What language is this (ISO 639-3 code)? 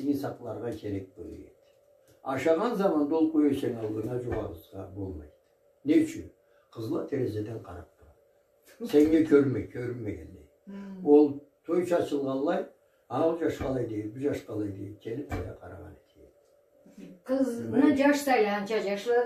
krc